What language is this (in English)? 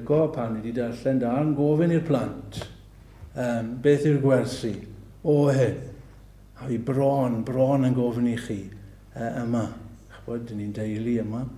Welsh